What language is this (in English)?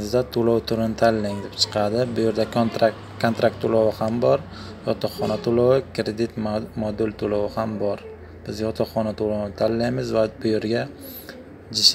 Uzbek